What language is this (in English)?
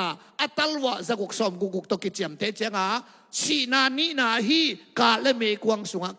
Tedim Chin